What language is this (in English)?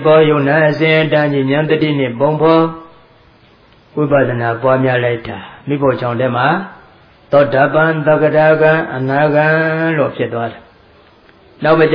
Burmese